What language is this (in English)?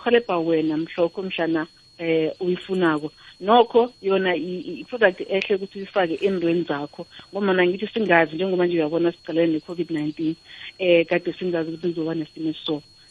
South Ndebele